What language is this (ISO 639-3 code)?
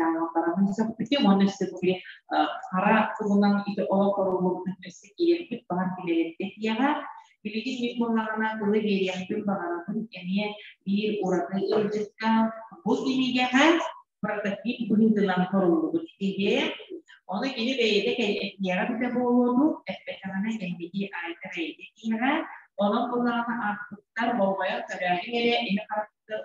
sah